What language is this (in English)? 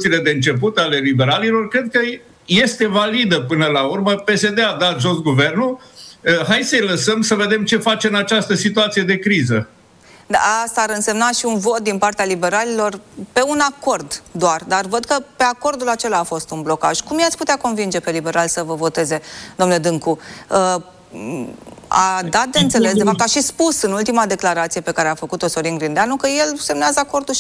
Romanian